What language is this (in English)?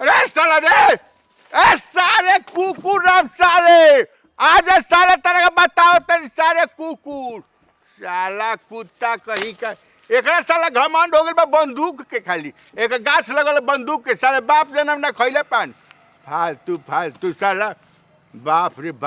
Bhojpuri